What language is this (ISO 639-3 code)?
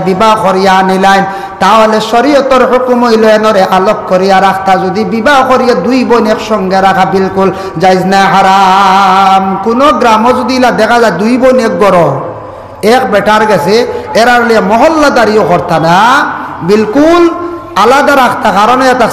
syl